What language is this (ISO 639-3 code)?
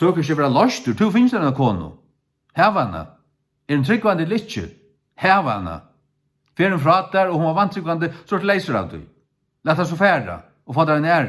fao